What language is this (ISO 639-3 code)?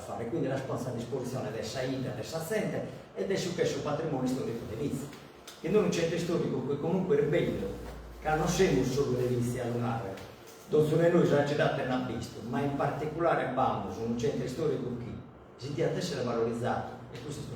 srd